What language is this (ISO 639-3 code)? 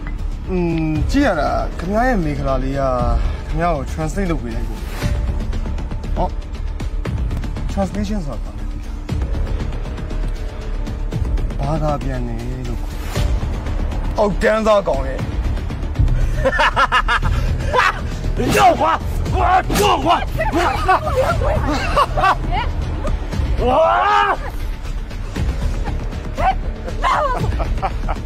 mya